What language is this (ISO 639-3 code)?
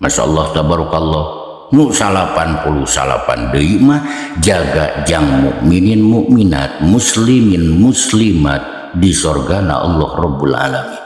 sun